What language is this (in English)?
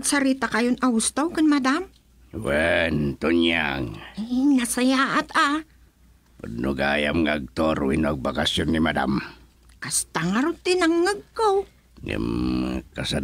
Iloko